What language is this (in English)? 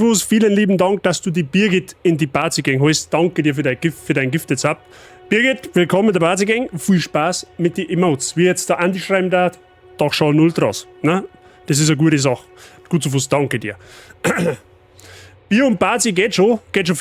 Bavarian